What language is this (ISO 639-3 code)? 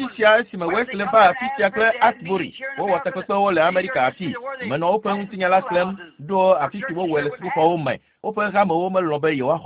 ewe